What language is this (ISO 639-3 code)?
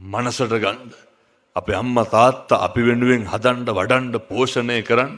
sin